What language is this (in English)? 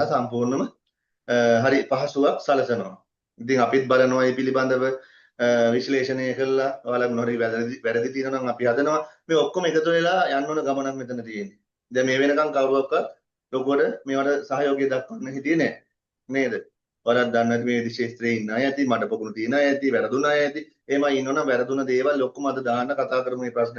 Sinhala